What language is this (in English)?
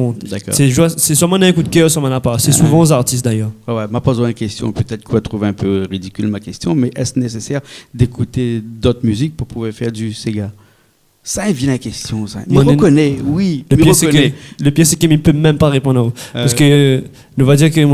Réunion Creole French